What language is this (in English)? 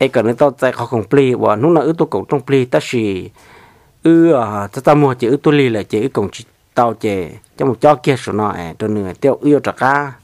Hmong